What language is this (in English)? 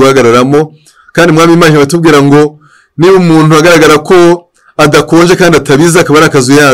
Kinyarwanda